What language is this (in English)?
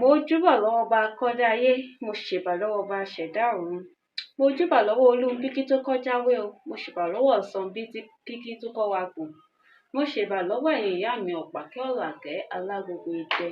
Yoruba